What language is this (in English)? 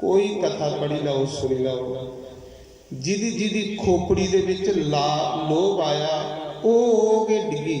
Dogri